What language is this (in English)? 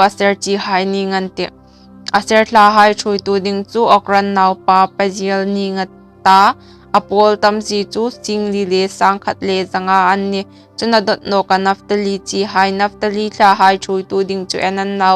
Hmar